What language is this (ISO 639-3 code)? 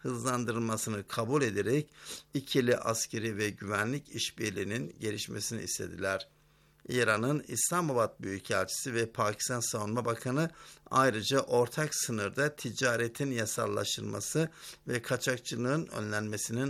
tur